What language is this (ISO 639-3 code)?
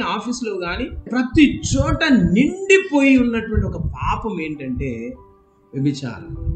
tel